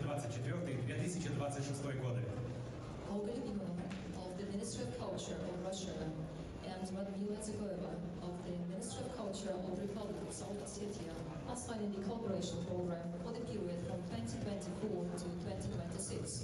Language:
Ossetic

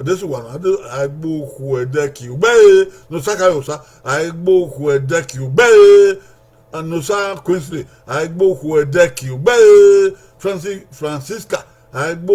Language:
Bini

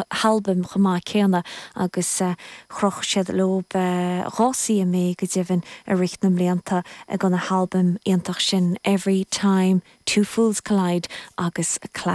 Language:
Irish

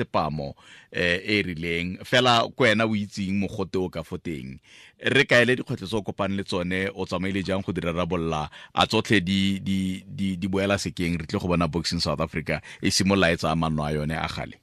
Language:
Tswana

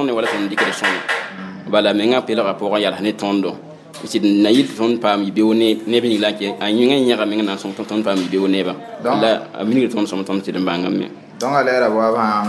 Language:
Mossi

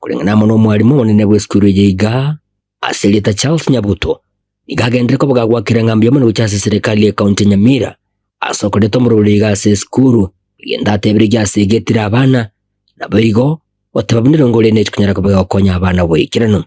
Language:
Gusii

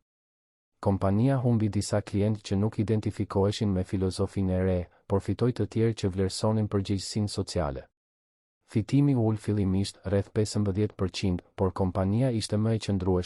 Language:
Albanian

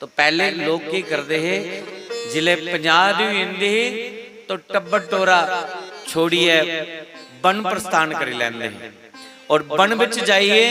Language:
Dogri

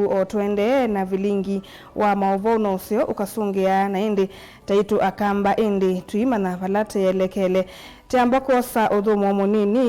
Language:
Kamba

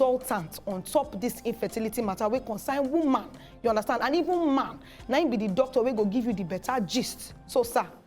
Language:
Nigerian Pidgin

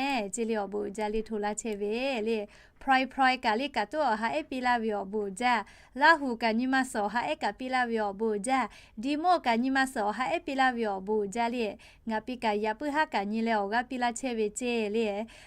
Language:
Lahu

